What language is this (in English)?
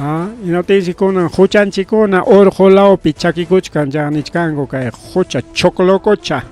Ayacucho Quechua